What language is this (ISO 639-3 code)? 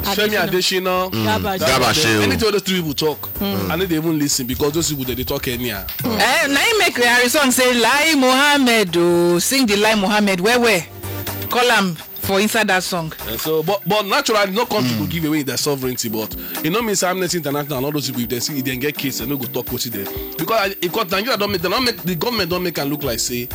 pcm